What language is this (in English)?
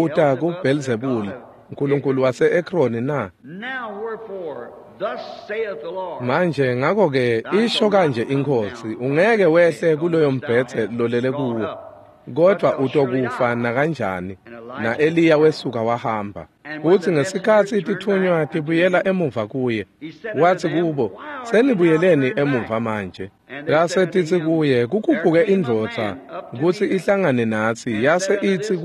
Swati